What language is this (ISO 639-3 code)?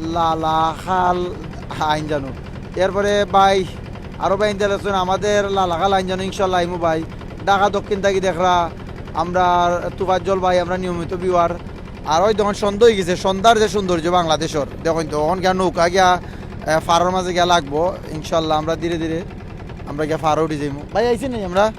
syl